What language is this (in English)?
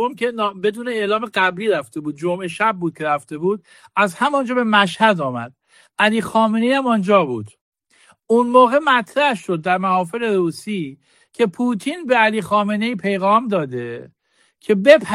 Persian